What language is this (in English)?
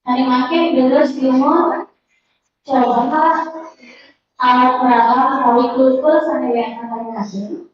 Balinese